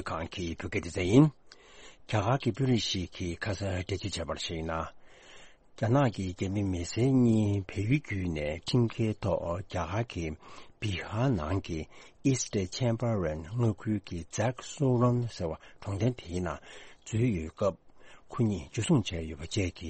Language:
Tibetan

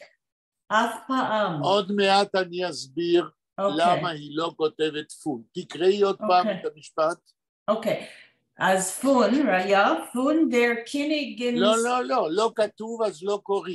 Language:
Yiddish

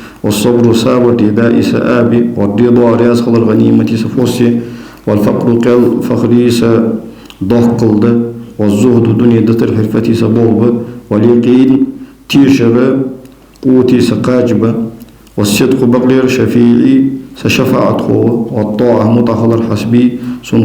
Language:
Ingush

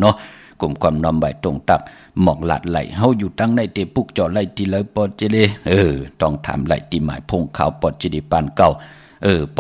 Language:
Shan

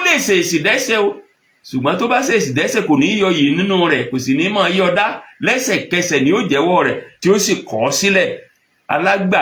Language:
Yoruba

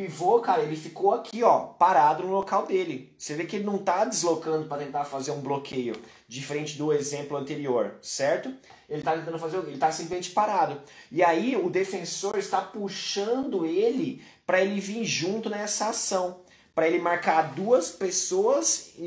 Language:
Portuguese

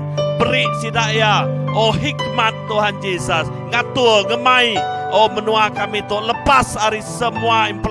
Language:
Iban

